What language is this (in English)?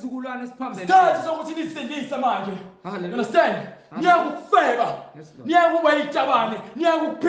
Zulu